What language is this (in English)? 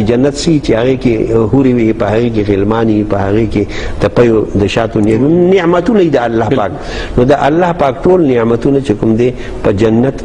Pashto